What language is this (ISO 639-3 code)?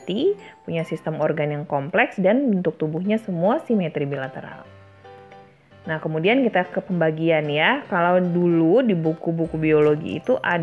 ind